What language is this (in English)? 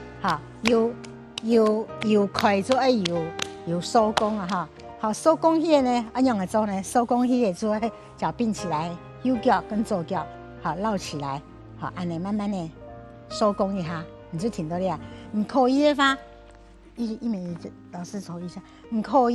Hakka Chinese